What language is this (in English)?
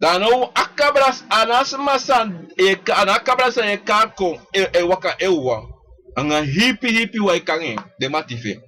Sranan Tongo